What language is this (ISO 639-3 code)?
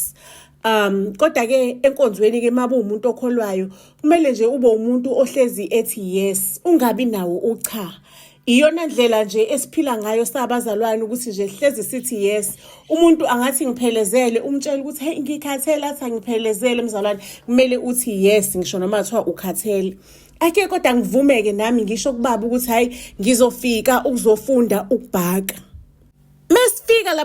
zul